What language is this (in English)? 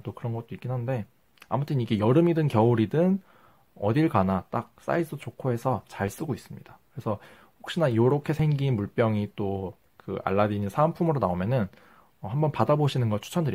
Korean